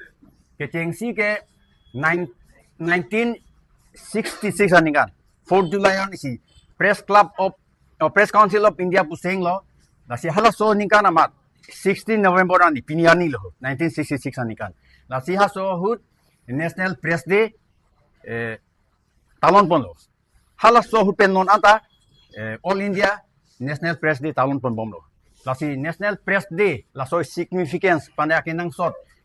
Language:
Karbi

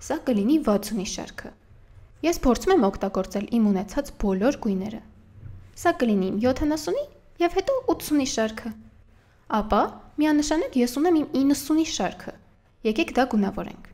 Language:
Armenian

